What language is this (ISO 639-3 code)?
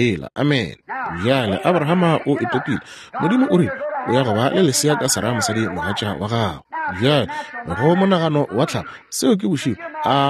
nso